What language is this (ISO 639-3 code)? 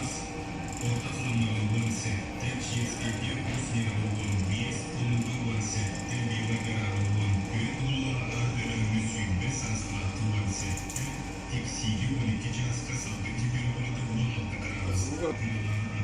sah